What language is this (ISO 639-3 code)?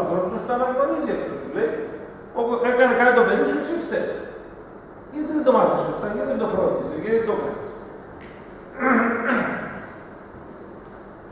ell